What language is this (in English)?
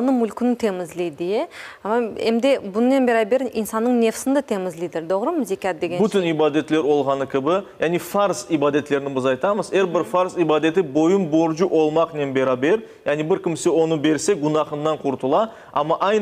Crimean Tatar